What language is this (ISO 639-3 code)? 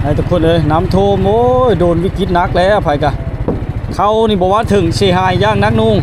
lao